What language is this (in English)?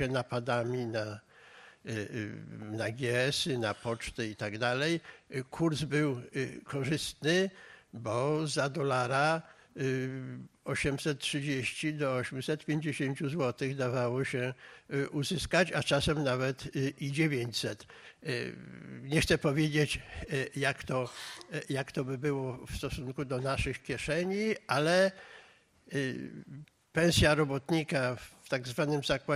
Polish